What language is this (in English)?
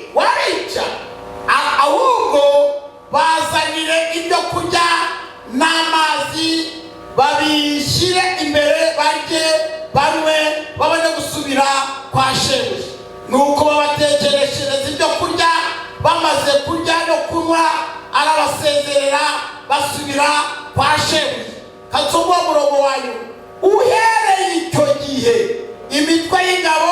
Kinyarwanda